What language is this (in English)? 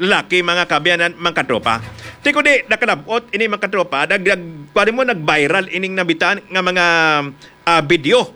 Hiligaynon